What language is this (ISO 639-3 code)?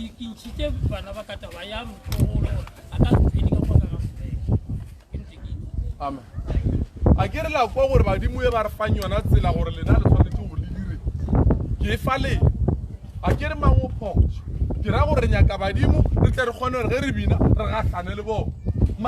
nso